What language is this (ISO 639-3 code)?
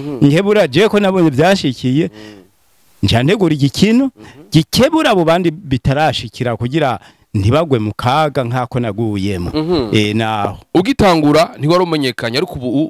run